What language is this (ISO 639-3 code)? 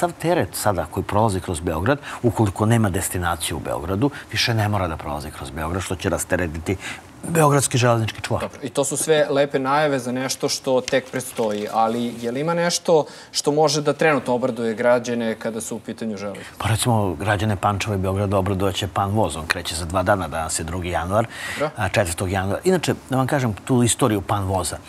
srp